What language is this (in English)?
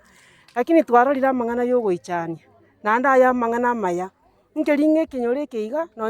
Gusii